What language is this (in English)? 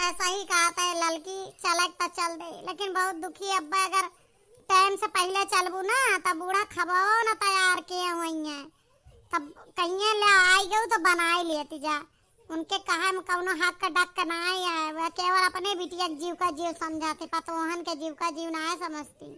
Awadhi